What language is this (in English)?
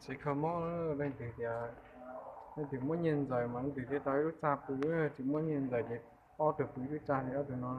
Hmong